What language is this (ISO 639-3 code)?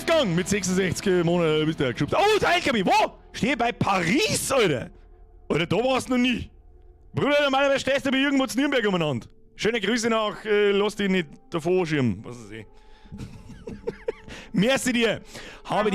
bar